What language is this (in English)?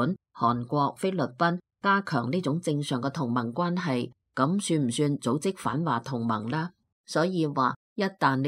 Cantonese